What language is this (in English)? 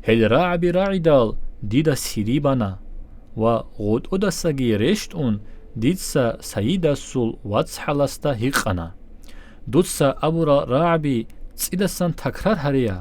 Avaric